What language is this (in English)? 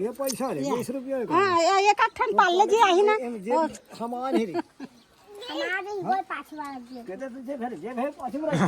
Chhattisgarhi